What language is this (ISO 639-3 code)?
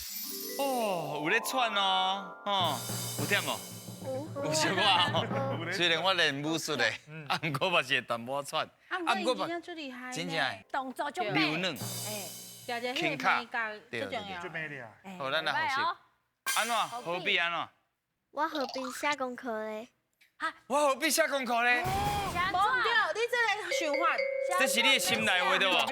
nan